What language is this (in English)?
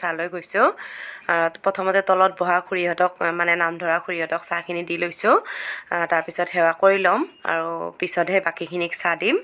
Assamese